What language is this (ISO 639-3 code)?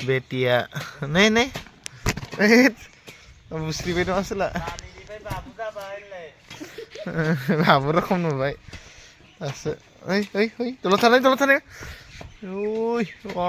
brx